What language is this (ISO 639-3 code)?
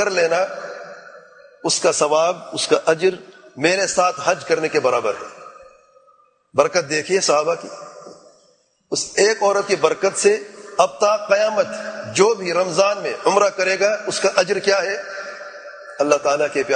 urd